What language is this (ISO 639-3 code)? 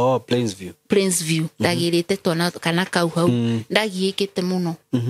kik